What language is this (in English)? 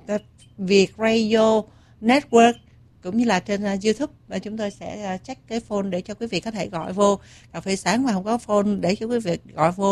Vietnamese